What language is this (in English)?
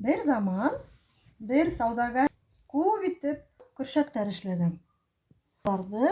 Bashkir